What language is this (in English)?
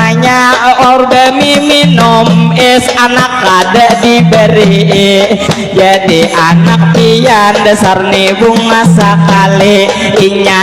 Banjar